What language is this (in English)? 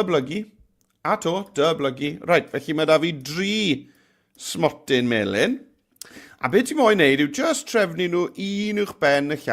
Welsh